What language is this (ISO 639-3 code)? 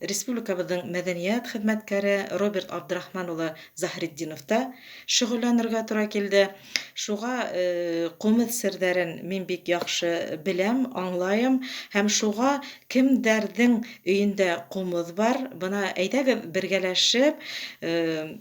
bak